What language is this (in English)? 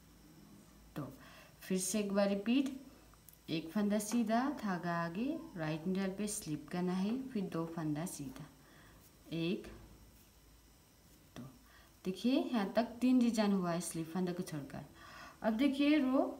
Hindi